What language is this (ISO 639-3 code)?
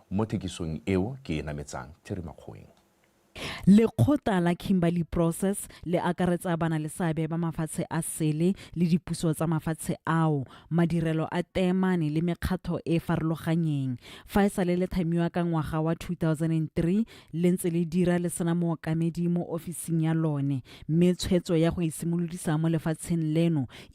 tsn